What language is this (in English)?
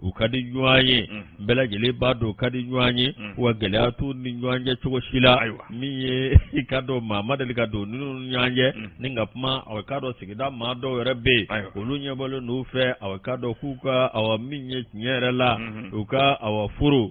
Bambara